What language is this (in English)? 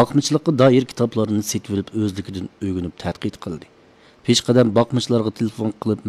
Uyghur